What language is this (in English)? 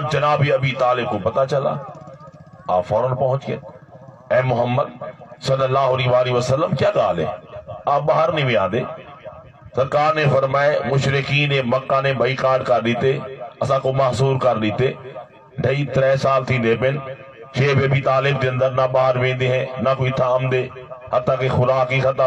Saraiki